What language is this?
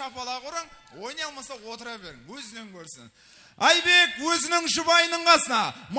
Kara-Kalpak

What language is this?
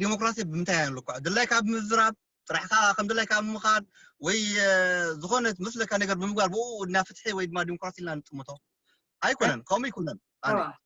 Tigrinya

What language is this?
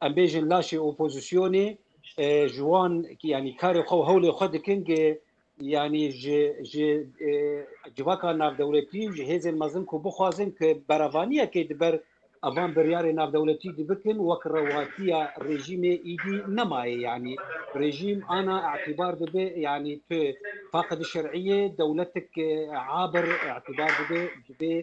Kurdish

